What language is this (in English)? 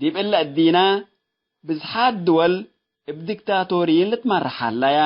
Tigre